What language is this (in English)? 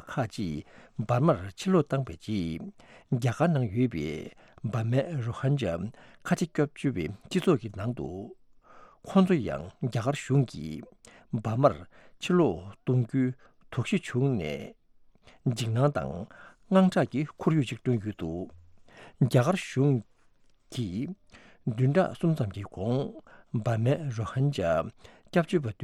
Tibetan